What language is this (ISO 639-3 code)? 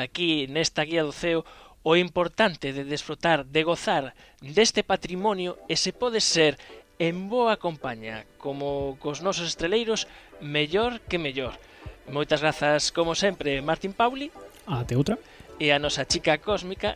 glg